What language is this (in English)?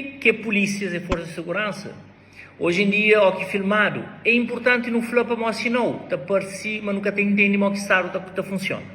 Kabuverdianu